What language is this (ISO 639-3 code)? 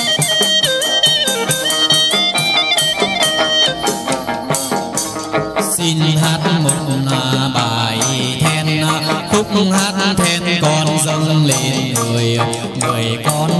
vie